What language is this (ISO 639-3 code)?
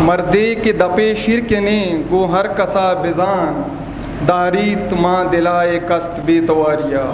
bgp